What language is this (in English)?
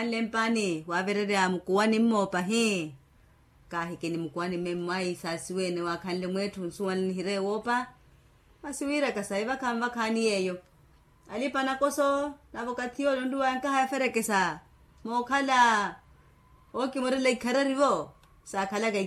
Makhuwa